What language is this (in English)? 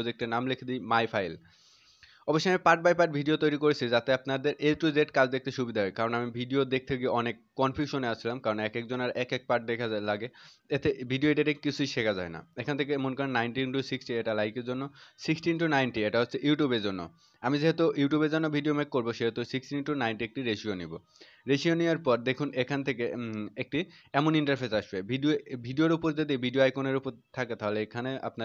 Bangla